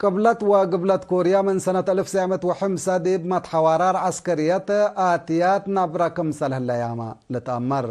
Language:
Tigre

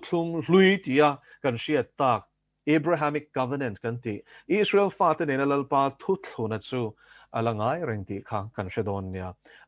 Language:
Mizo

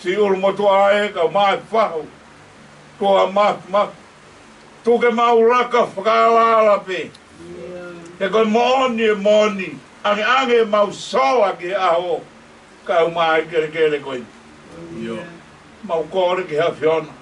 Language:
Tongan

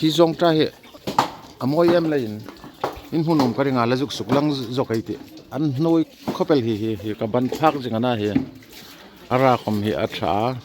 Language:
Hmar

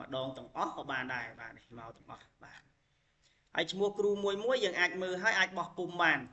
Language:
Khmer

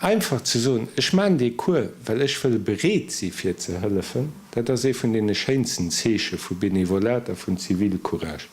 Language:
Luxembourgish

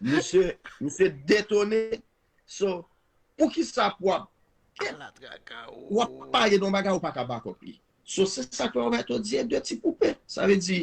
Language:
Haitian Creole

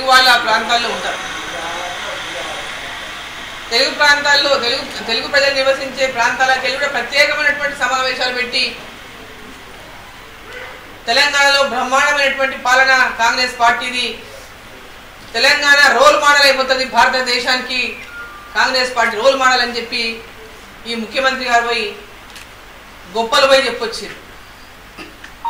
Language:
Telugu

